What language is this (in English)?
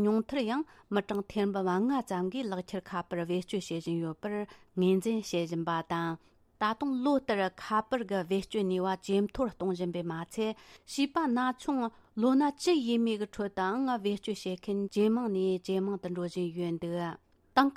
Tibetan